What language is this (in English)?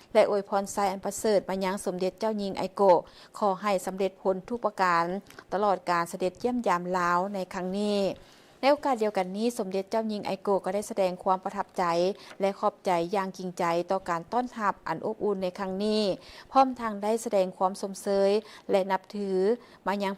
Lao